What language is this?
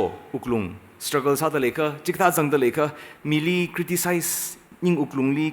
Tangkhul Naga (India)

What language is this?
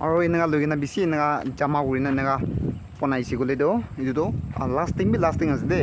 Naga Pidgin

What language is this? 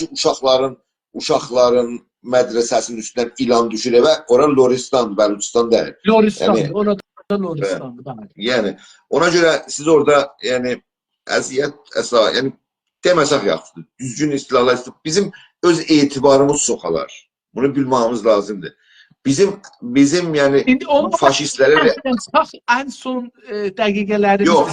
South Azerbaijani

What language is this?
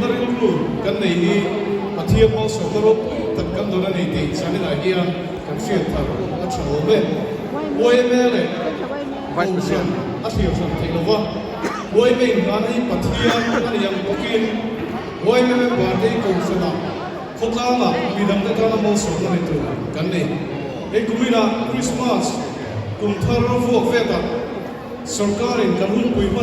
Mizo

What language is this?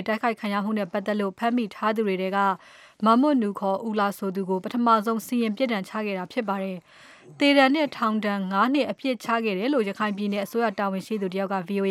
Burmese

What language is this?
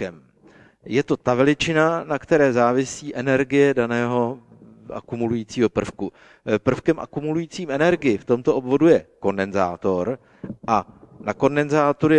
Czech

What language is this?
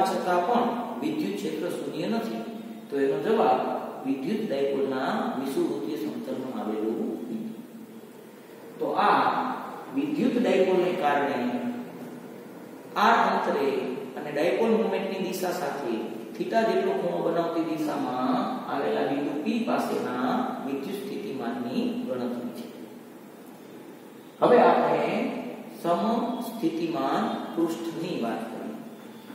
Gujarati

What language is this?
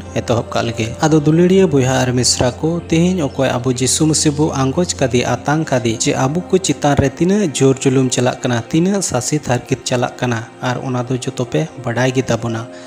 Santali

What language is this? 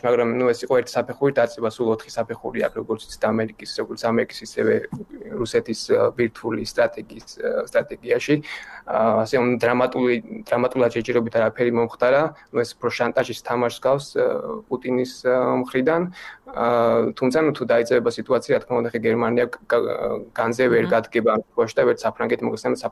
Georgian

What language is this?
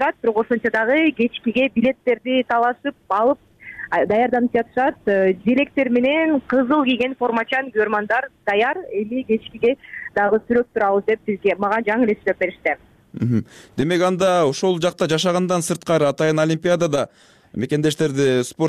Kyrgyz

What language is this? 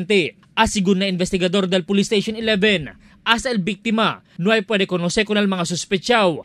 Chavacano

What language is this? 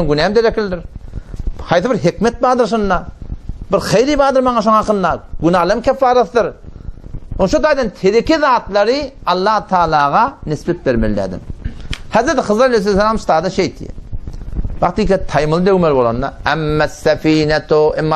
Turkmen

